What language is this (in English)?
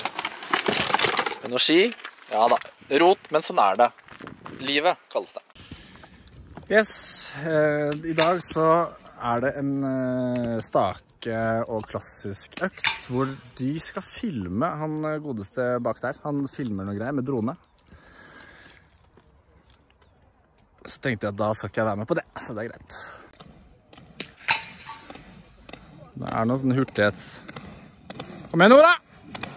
Norwegian